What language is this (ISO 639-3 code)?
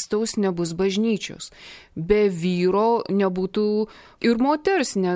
lit